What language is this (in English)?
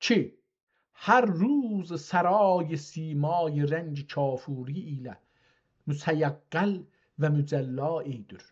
South Azerbaijani